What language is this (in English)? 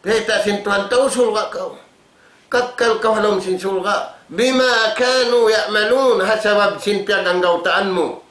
Tausug